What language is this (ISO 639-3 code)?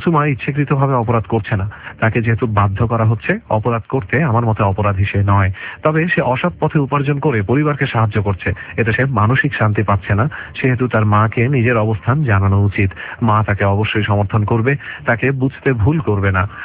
ben